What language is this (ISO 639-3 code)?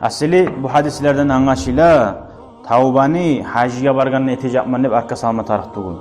kum